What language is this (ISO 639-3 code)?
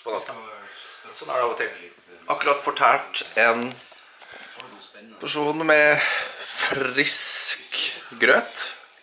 nor